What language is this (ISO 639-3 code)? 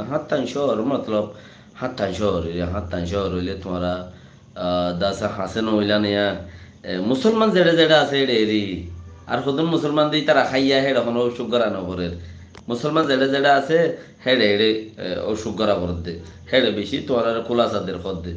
rhg